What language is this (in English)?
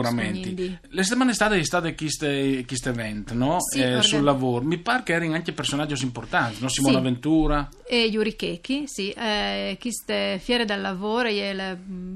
Friulian